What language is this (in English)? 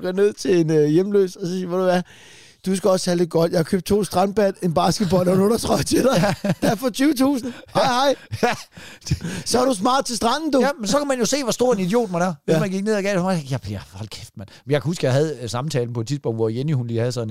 Danish